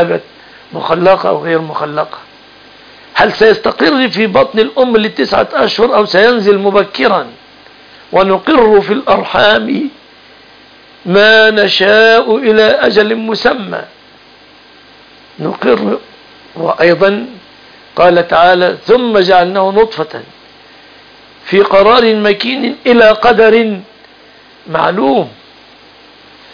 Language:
Arabic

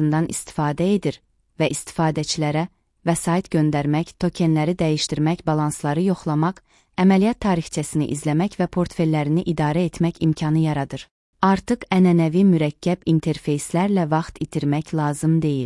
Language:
Azerbaijani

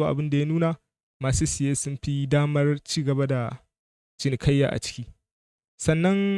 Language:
Hausa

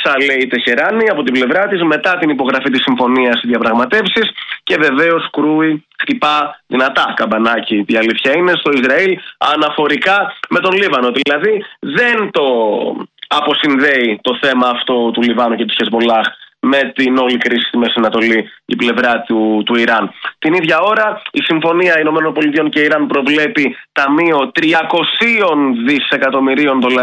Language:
Greek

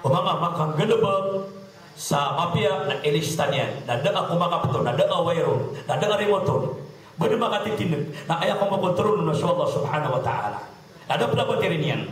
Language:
Maranao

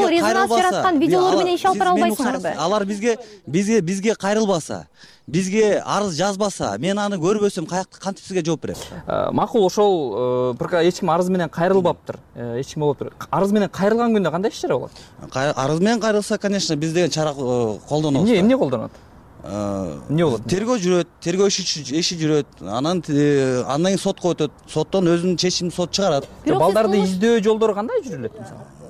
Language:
Kyrgyz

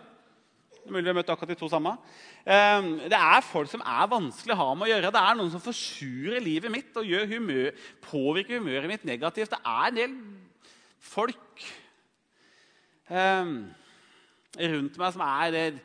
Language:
Norwegian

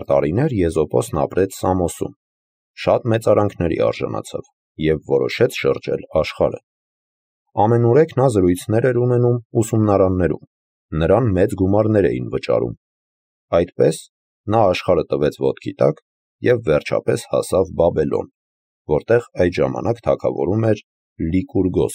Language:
Armenian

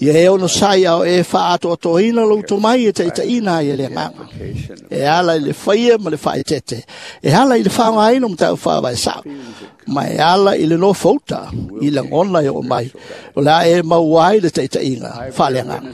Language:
Samoan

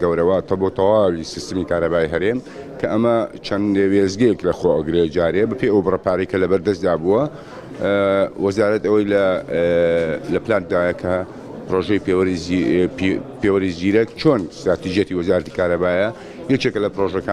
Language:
Central Kurdish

